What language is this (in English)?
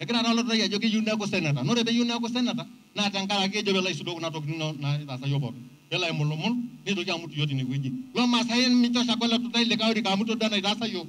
Masai